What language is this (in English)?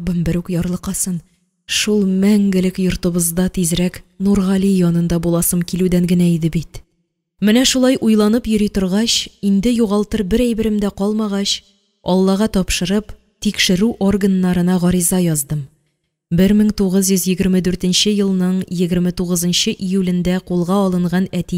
Tatar